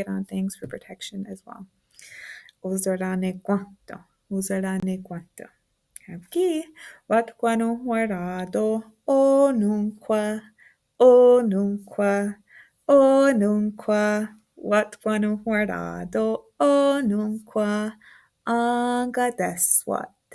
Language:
Mohawk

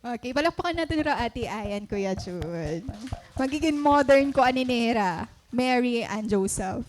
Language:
Waray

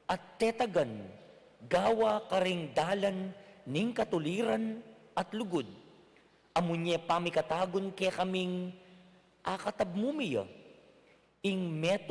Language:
Pampanga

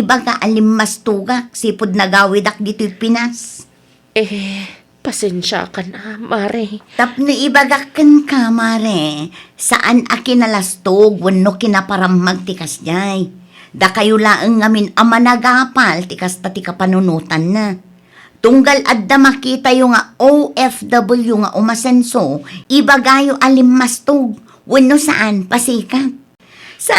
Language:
Iloko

